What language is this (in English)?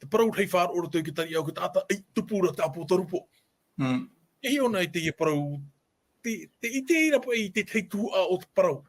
Tahitian